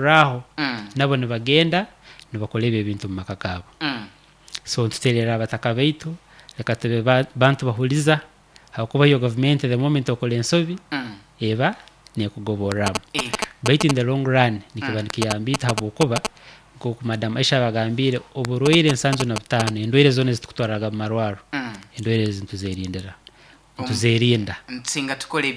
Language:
Nyoro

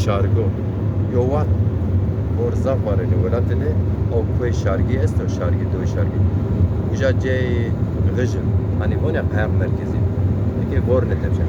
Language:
Zaza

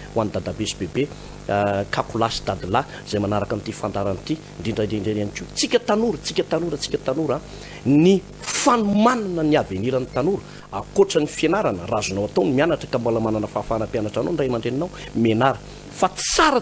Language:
Malagasy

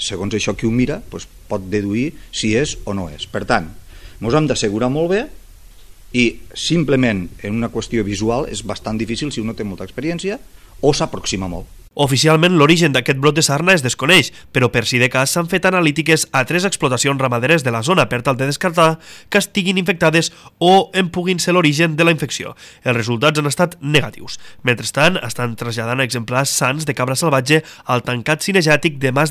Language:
Catalan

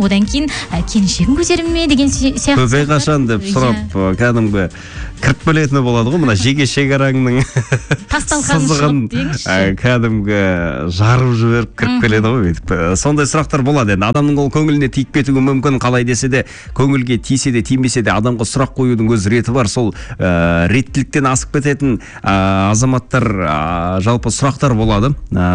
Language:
Kazakh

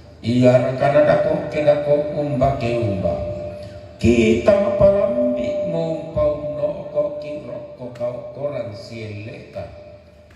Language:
Toraja-Sa'dan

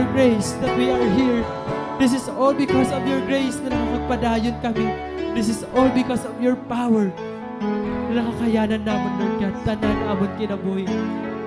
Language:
Waray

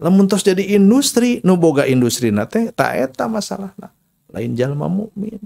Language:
Sundanese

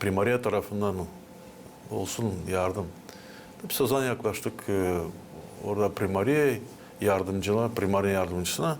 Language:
Gagauz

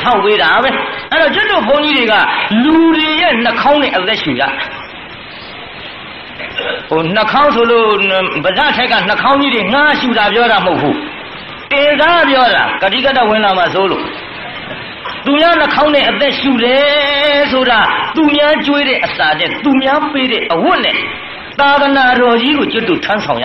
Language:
Burmese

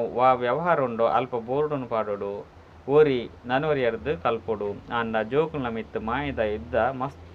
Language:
Tulu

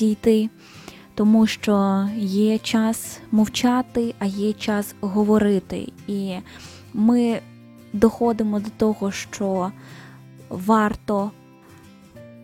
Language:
Ukrainian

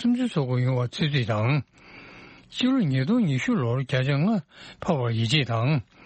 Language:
Tibetan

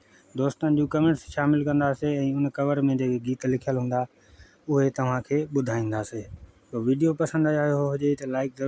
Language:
Sindhi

